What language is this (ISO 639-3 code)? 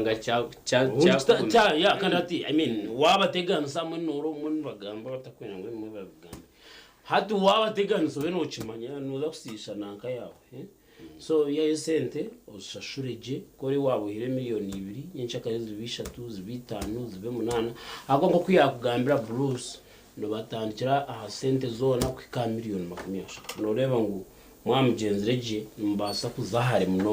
nyn